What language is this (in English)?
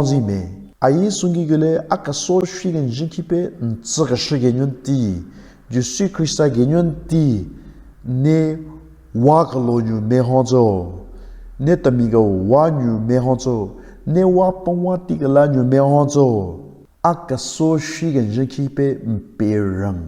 Southern Rengma Naga